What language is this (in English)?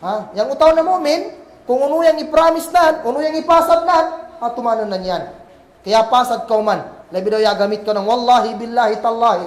Kagan Kalagan